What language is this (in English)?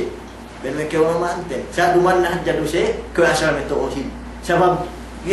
Yakan